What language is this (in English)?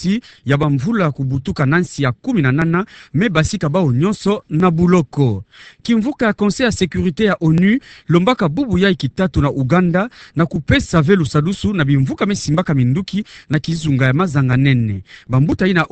Kituba (Democratic Republic of Congo)